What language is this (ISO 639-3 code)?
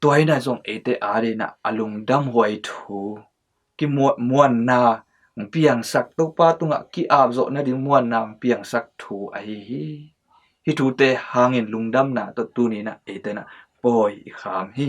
ctd